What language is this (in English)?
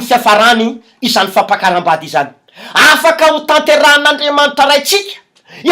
Malagasy